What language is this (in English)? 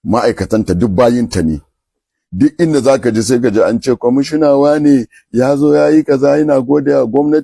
Hausa